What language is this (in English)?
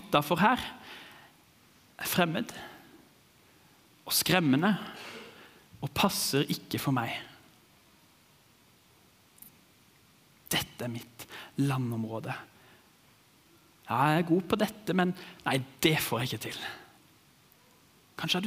Norwegian